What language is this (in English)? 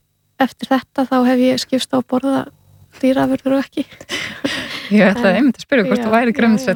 Icelandic